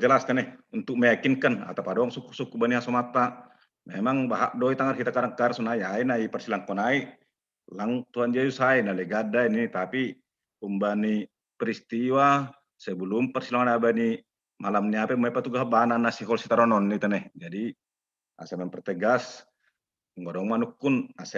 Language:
Batak Simalungun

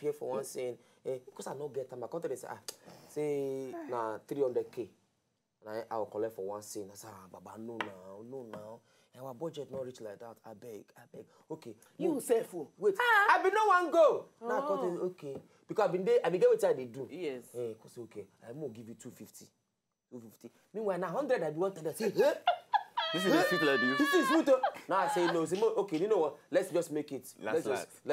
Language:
Nigerian Pidgin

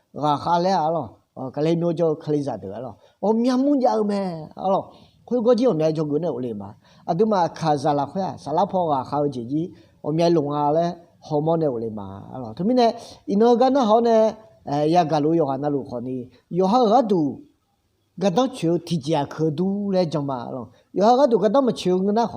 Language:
Akha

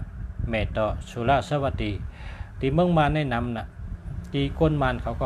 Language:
Shan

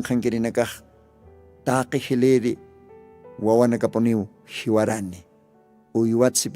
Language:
Aymara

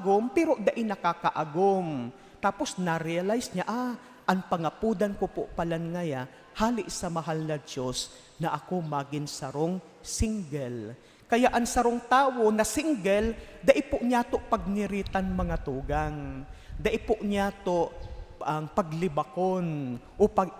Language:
Bikol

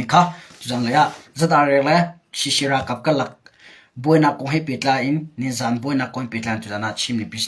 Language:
Hakha Chin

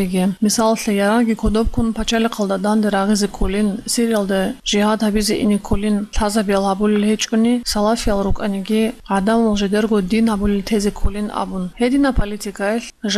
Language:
Avaric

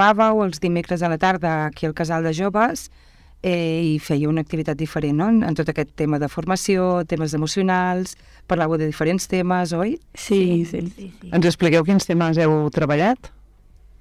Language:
Catalan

